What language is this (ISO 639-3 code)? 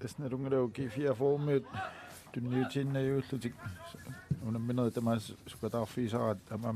kal